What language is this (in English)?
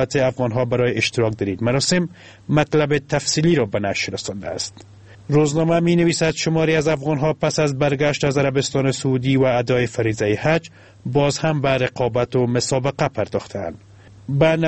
Persian